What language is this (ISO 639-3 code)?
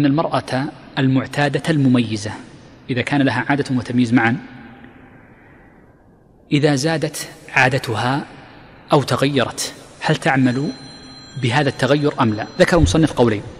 ara